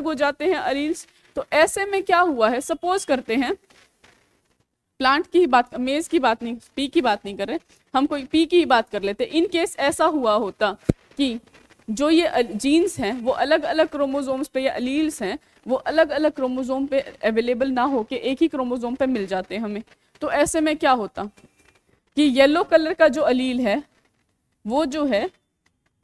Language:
Hindi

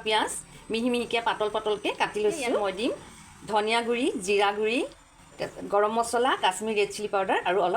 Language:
Assamese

